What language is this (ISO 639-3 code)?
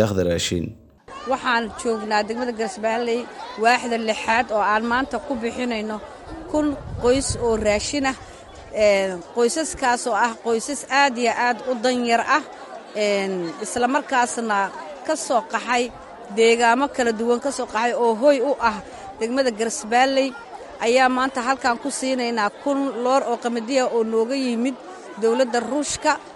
som